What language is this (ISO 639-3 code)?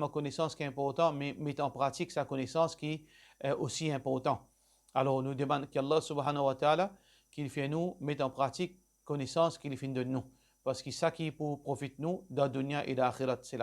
mfe